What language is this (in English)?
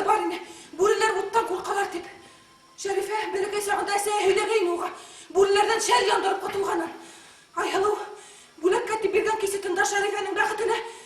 Bashkir